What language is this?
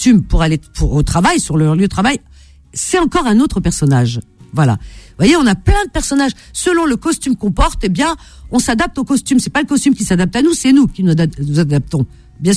French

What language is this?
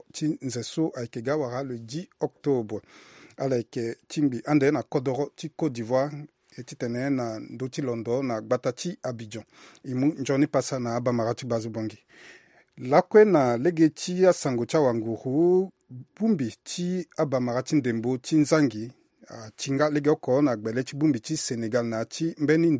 Sango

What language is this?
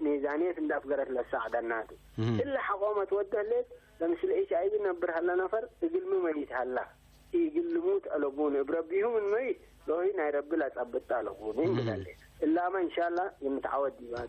Tigre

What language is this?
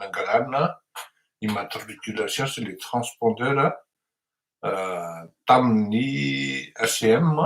Malagasy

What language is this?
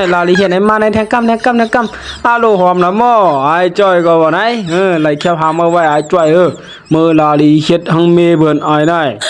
Shan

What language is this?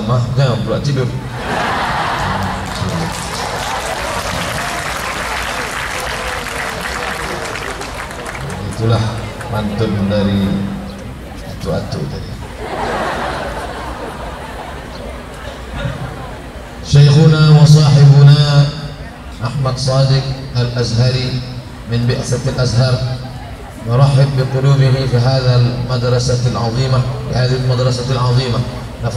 Indonesian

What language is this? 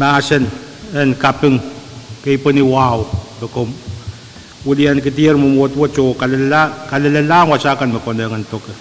Pohnpeian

